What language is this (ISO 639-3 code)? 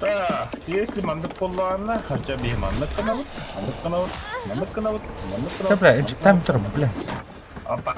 sah